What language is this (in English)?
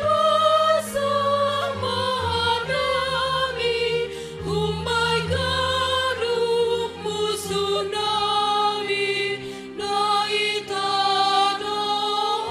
Batak Simalungun